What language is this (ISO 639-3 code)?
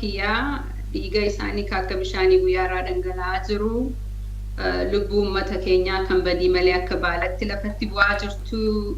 orm